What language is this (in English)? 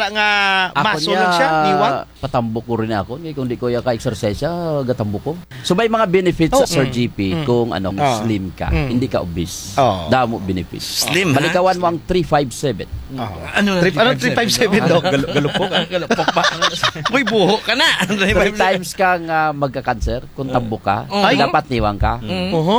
Kinaray-a